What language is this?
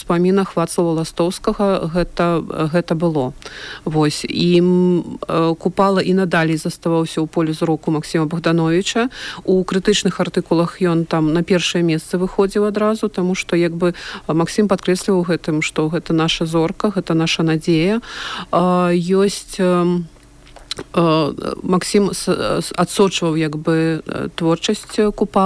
Belarusian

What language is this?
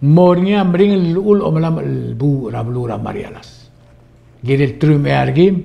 Palauan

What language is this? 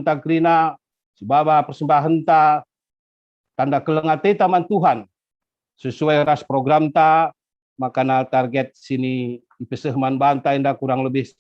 Batak Karo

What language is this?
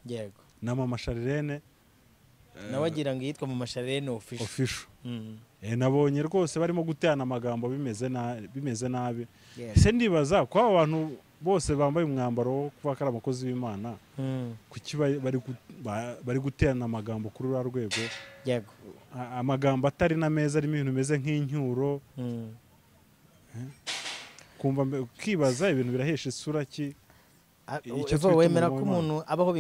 Kinyarwanda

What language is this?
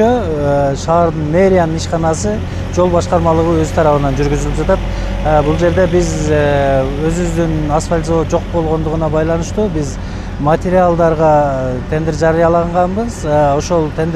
Kyrgyz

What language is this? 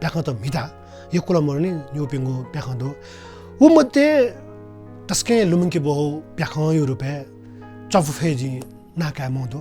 Newari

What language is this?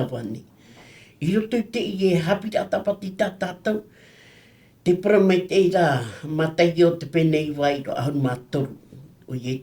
Tahitian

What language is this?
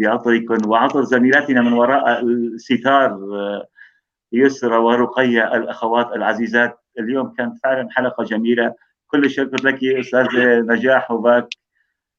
North Levantine Arabic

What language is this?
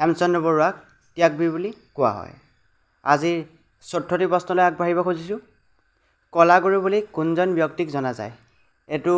Assamese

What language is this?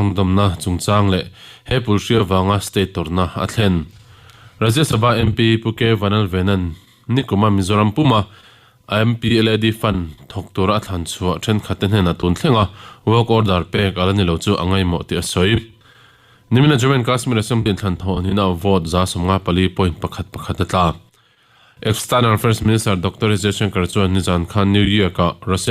Mizo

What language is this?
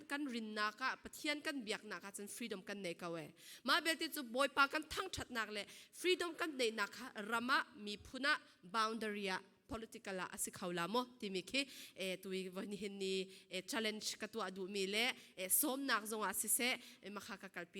Falam Chin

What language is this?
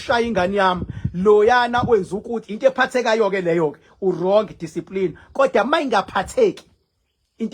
Zulu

